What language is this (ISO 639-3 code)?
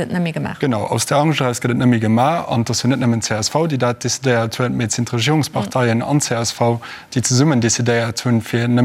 ltz